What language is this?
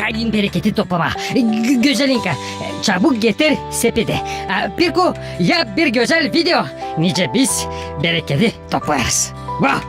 Gagauz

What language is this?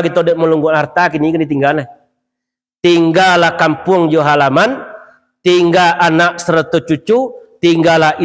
Minangkabau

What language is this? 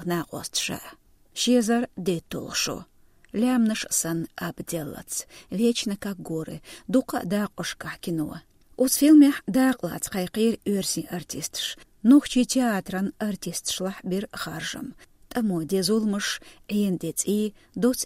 Chechen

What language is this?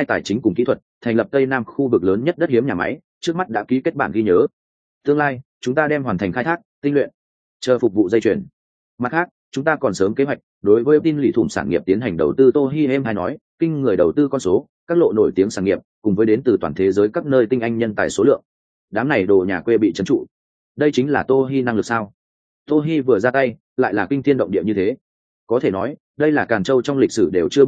Vietnamese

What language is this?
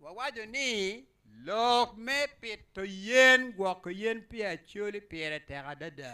Acoli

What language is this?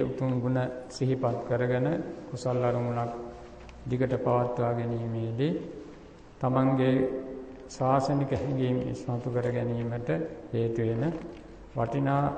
Sinhala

